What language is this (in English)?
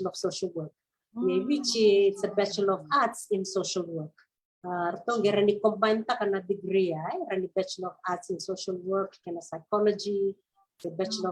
Fijian